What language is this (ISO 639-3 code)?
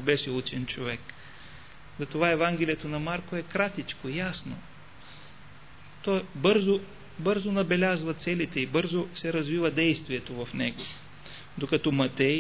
bul